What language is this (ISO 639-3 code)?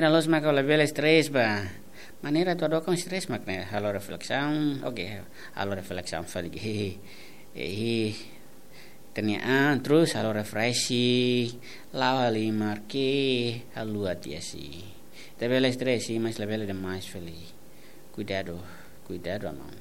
tet